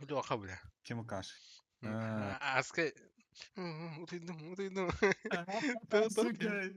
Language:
Yakut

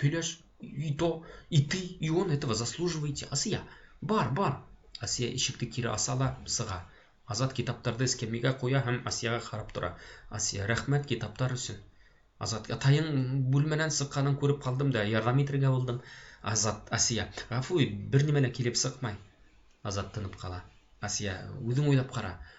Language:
Bashkir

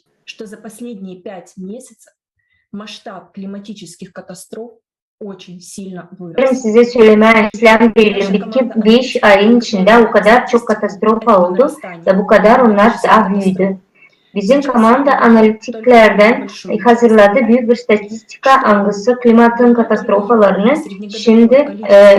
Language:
Gagauz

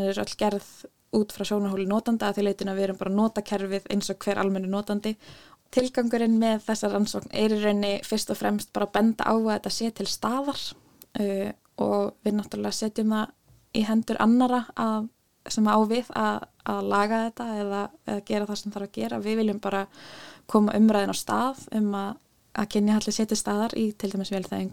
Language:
Icelandic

